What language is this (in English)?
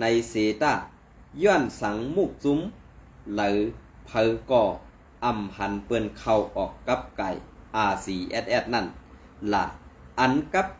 Shan